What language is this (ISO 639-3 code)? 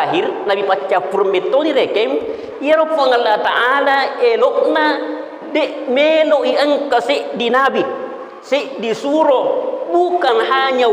bug